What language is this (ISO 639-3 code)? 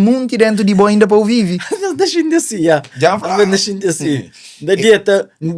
kea